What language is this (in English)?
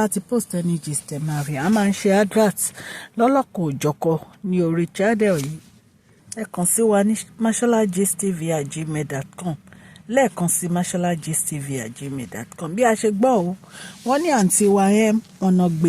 Yoruba